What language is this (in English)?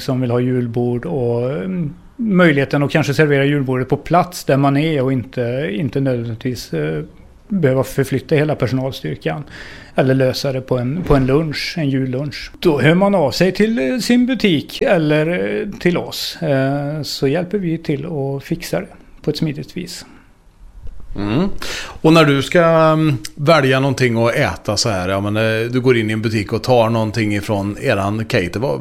Swedish